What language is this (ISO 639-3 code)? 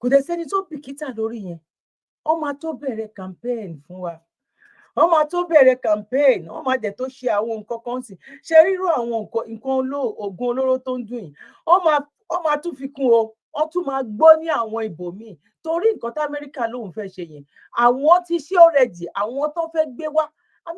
yor